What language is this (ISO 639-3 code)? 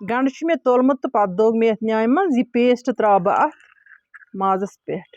kas